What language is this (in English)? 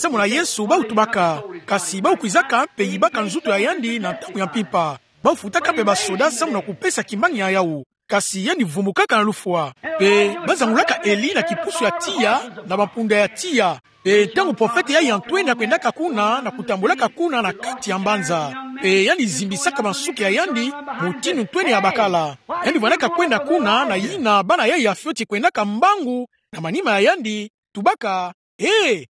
Kituba (Democratic Republic of Congo)